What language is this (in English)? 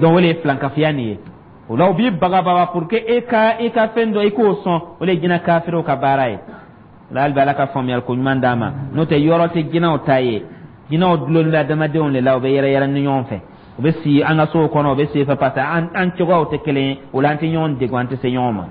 Dyula